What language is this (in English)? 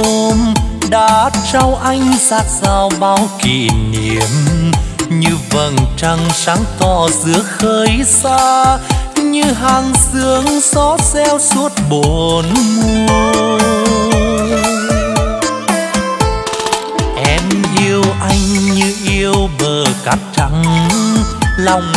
Vietnamese